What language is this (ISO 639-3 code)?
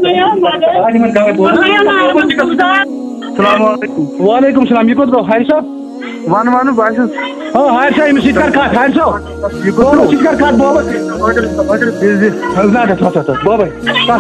kas